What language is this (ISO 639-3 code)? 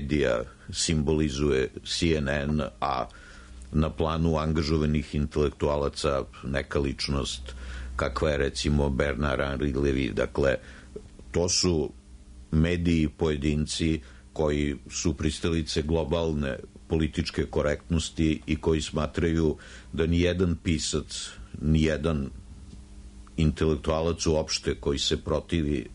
srp